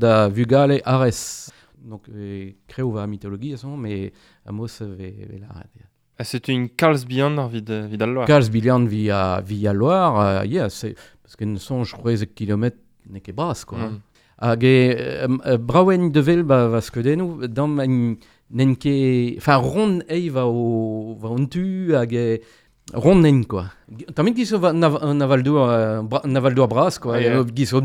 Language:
Breton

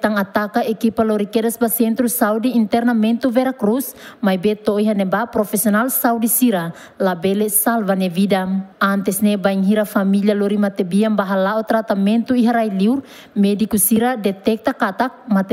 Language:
Tetum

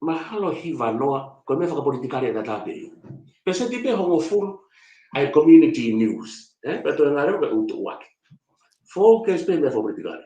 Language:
Tongan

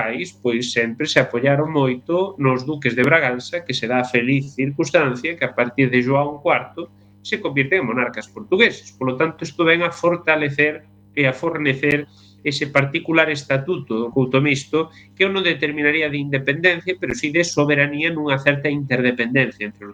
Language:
Galician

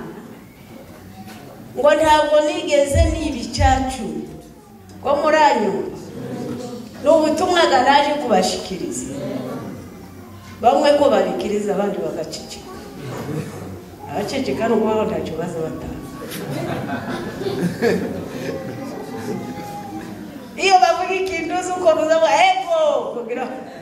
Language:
Kinyarwanda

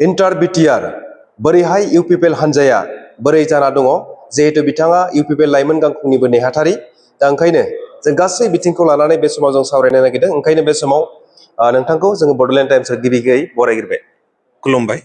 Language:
Bodo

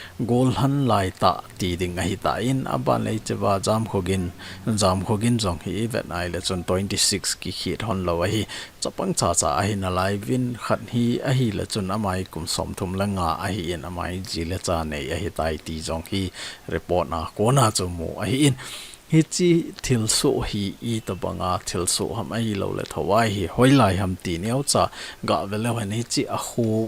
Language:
Thado Chin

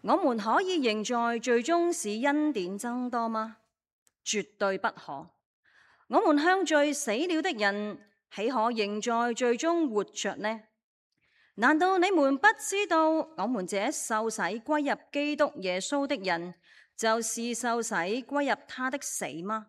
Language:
Cantonese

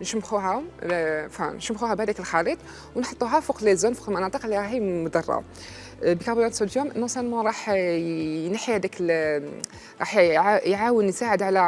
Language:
Algerian Arabic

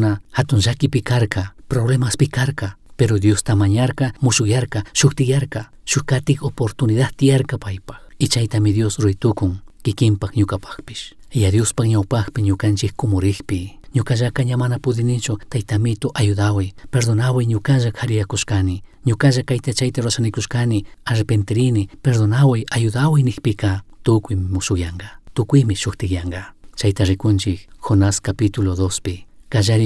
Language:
Chimborazo Highland Quichua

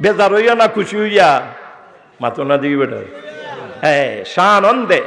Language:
Sylheti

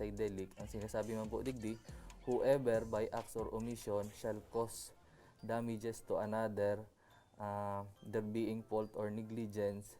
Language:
Bikol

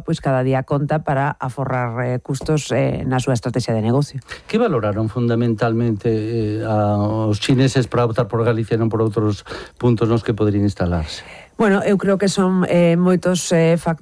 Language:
Galician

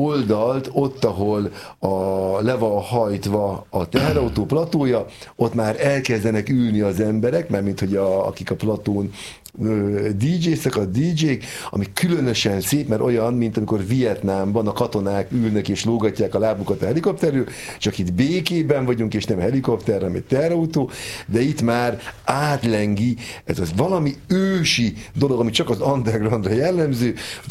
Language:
Hungarian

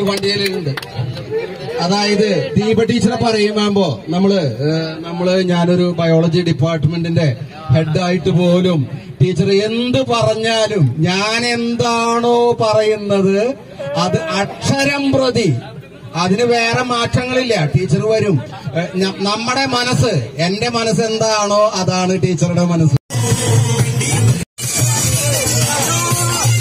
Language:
Malayalam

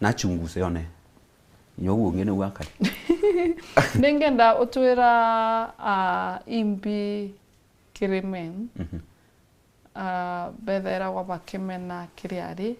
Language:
Meru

